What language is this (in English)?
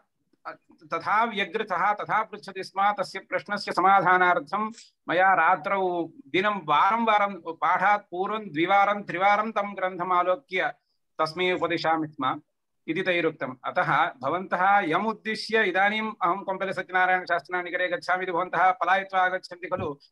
Sanskrit